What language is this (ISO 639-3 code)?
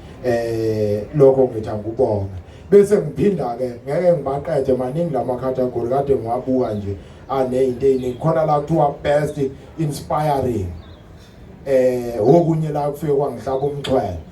zul